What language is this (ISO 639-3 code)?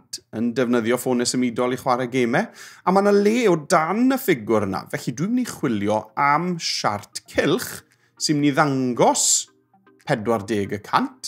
cym